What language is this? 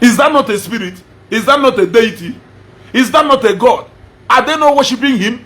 Igbo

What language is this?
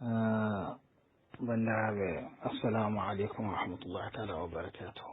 Fula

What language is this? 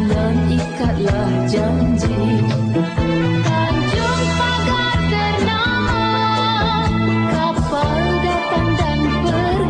Malay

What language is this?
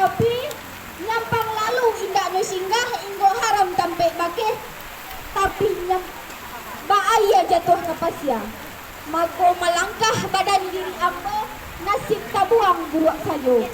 Minangkabau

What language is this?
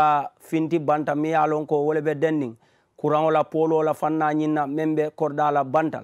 Mandingo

